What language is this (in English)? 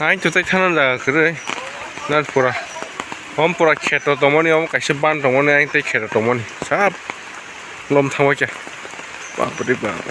Kok Borok